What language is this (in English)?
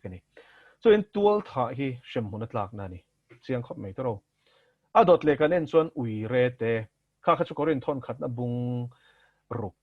Mizo